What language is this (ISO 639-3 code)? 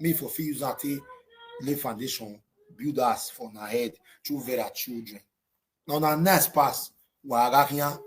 pcm